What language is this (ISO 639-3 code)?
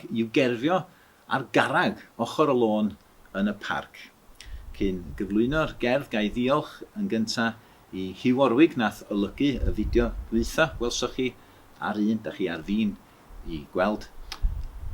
cym